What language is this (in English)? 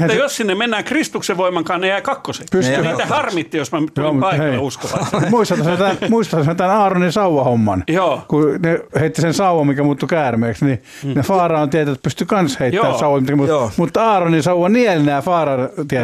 Finnish